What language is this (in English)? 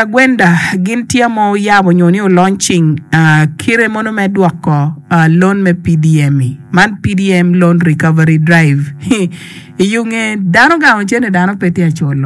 Acoli